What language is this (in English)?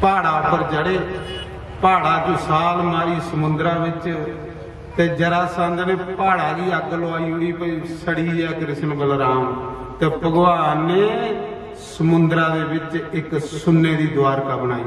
Dogri